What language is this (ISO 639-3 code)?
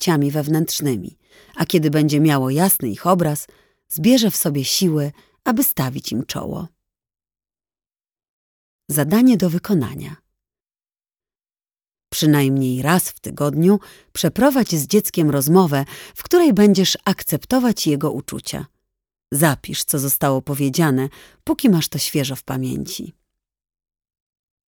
pol